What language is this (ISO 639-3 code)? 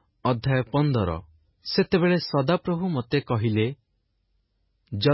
ori